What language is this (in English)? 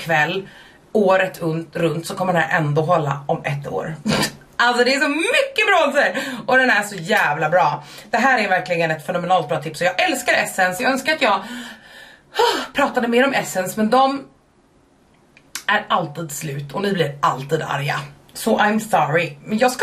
Swedish